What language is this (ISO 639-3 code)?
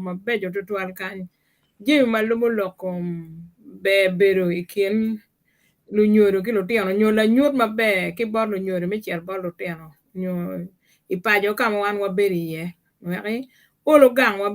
ach